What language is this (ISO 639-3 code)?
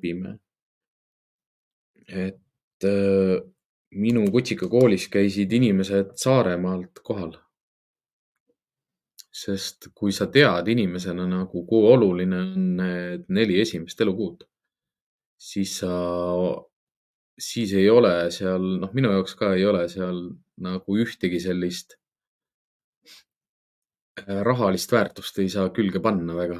est